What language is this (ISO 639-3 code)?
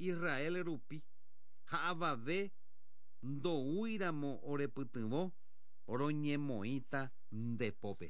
grn